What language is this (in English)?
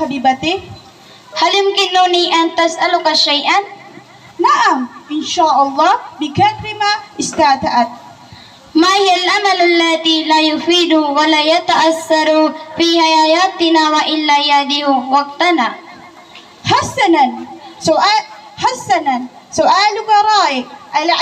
Maranao